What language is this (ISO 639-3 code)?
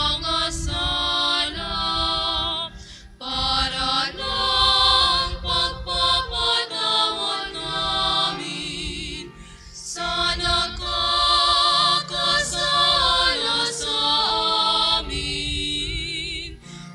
fil